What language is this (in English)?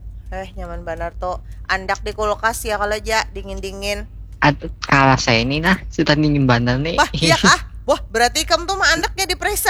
Banjar